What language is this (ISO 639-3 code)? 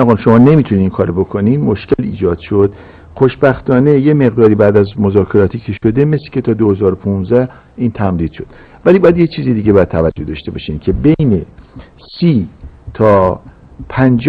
fas